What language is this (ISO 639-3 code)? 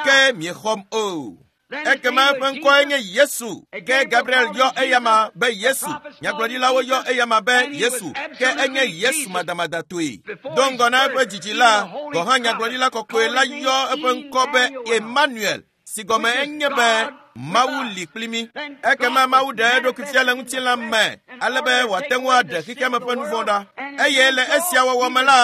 ewe